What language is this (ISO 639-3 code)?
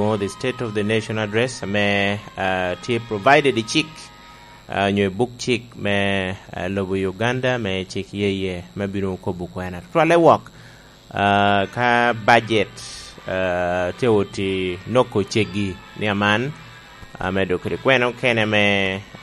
laj